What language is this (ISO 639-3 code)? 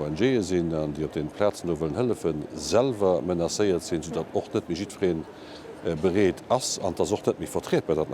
ltz